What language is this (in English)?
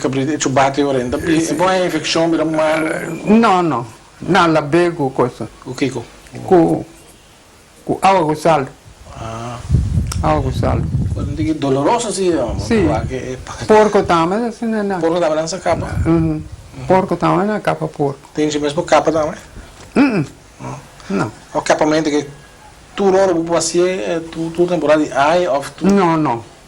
Papiamento